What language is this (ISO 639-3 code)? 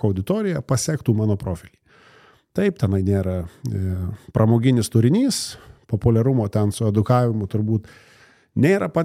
lit